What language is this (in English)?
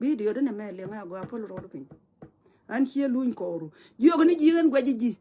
Nuer